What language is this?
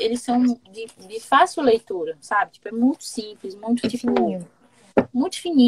Portuguese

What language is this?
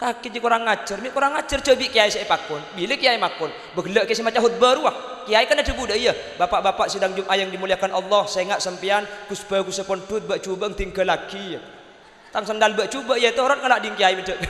Madurese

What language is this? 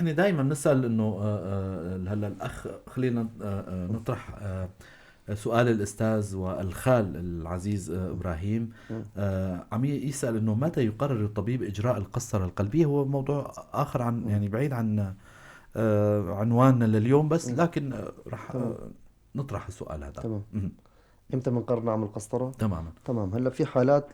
North Levantine Arabic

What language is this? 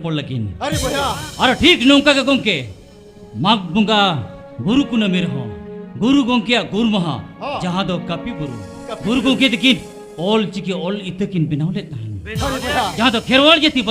Santali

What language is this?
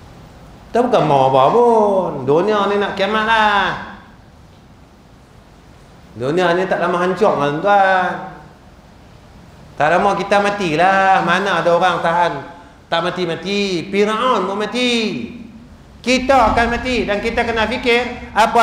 Malay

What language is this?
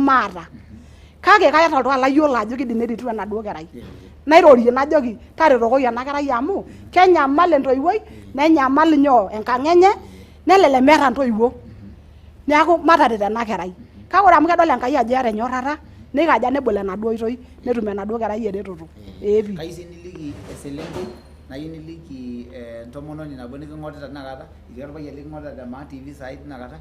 Masai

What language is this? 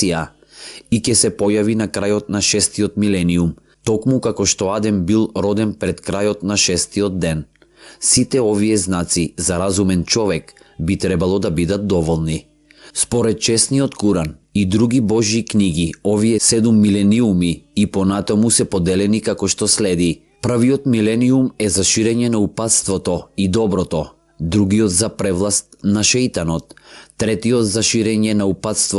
Macedonian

